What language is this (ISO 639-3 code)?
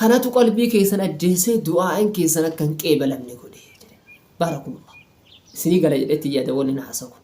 orm